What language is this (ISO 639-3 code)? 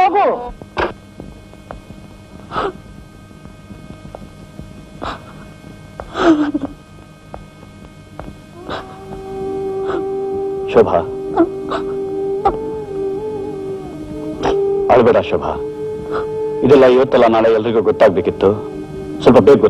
kan